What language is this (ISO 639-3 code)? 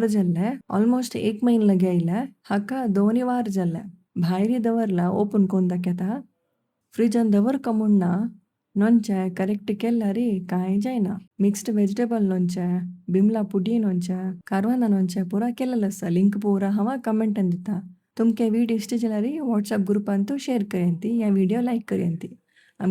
kok